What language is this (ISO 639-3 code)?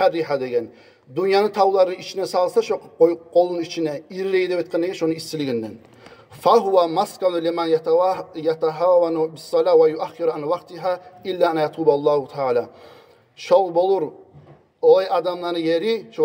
kum